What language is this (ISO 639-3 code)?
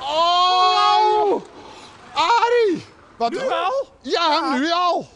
fry